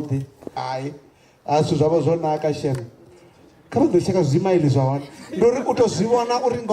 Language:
Venda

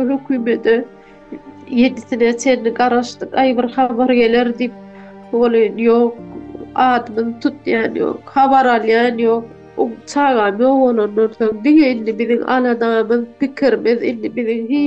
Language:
Turkmen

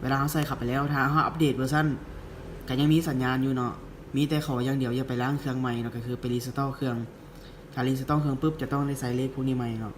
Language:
Lao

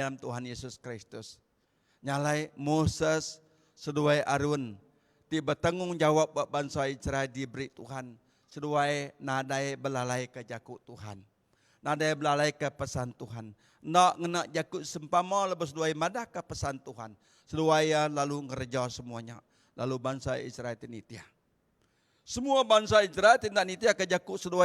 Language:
Iban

